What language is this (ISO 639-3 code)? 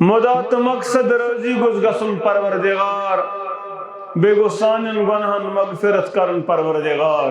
kas